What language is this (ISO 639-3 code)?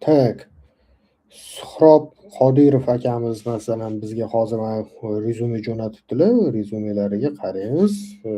uzb